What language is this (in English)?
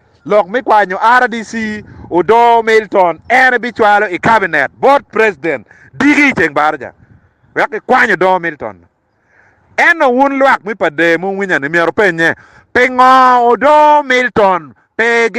Acoli